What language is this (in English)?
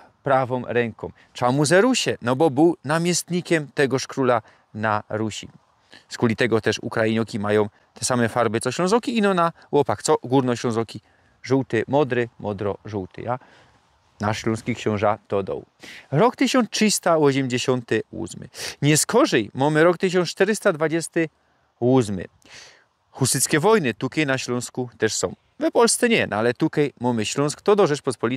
Silesian